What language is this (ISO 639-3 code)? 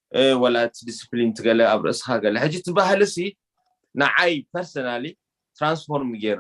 tir